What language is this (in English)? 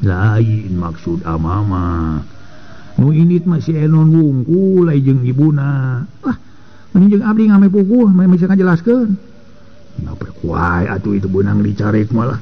Sundanese